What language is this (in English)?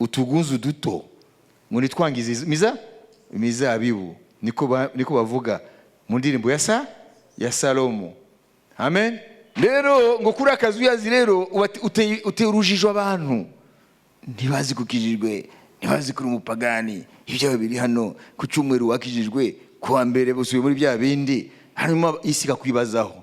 Kinyarwanda